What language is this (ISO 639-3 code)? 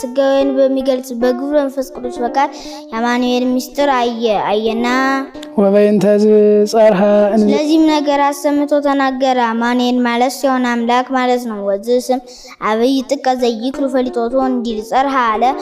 amh